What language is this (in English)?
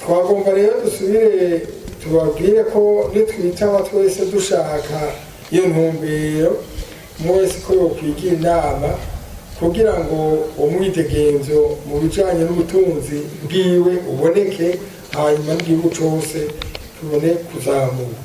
Rundi